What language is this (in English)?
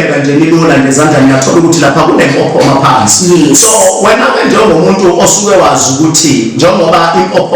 Zulu